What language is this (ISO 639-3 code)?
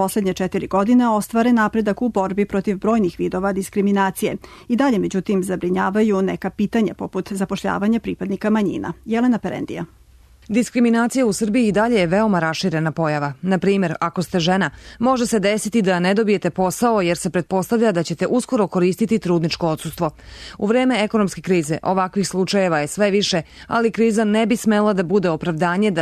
srp